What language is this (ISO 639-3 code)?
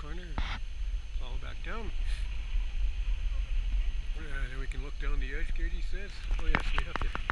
eng